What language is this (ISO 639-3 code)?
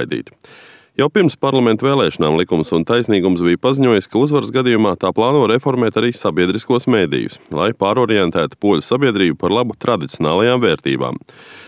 lav